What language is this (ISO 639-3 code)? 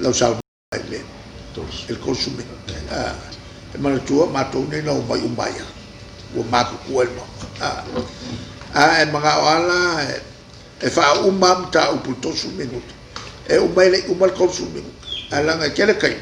smo